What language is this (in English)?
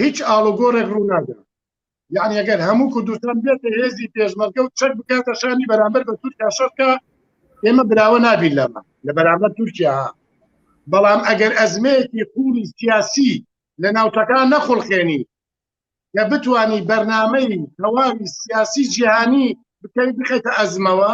Central Kurdish